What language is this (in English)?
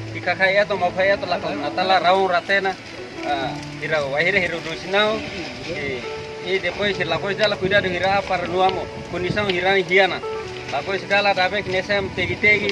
Tetum